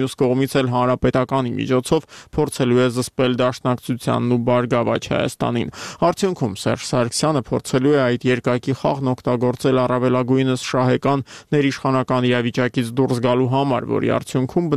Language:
Armenian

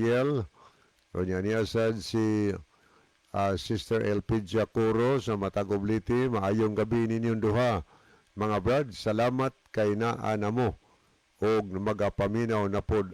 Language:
Cebuano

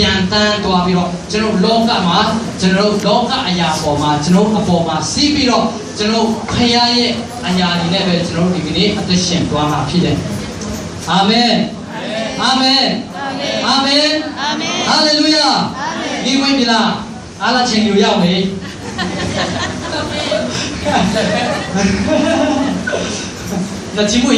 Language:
Burmese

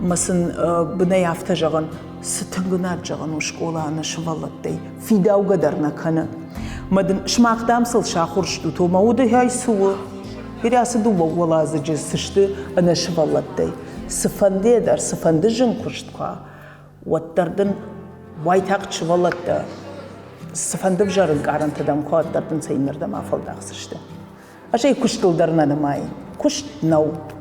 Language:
Ossetic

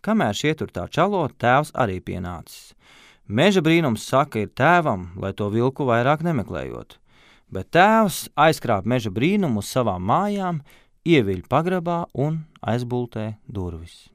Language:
Latvian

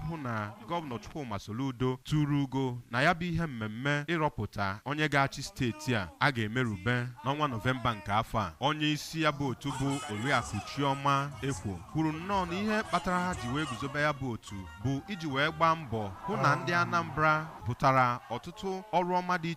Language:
Igbo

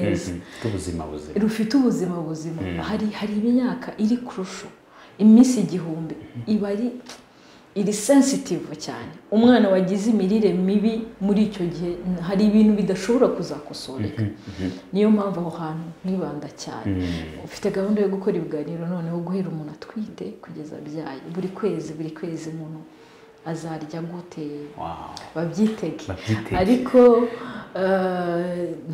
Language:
Kinyarwanda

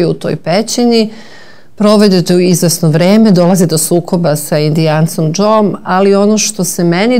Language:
Serbian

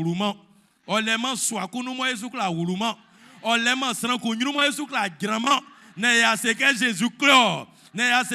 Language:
Baoulé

